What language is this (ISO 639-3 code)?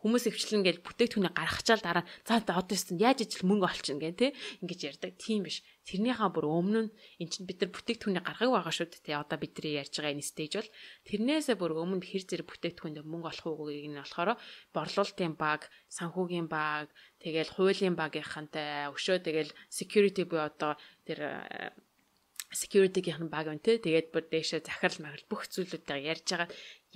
mon